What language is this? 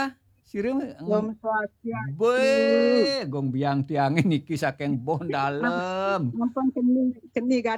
Balinese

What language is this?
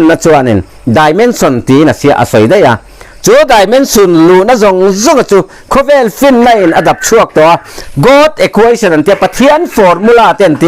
Mizo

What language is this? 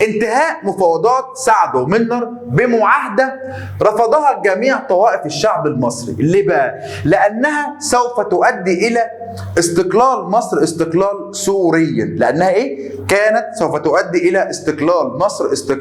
Egyptian Arabic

